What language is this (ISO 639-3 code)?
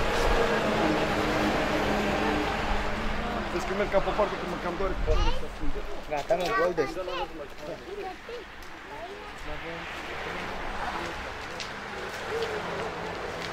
ron